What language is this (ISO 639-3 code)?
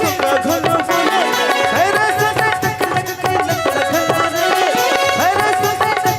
hne